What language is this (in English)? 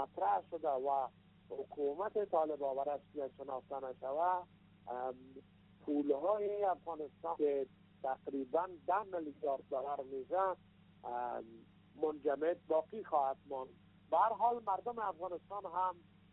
Persian